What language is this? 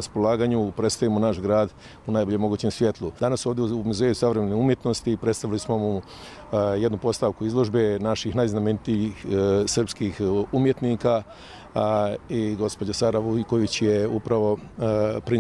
Serbian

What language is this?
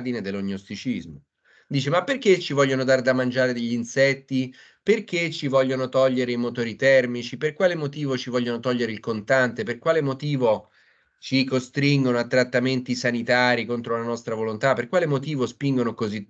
Italian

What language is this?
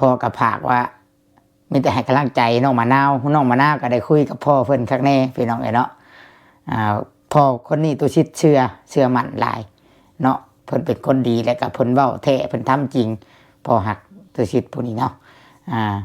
Lao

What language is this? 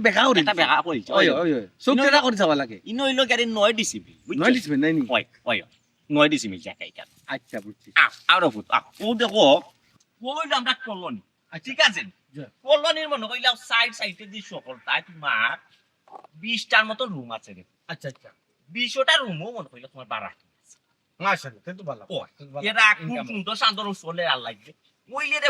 Sylheti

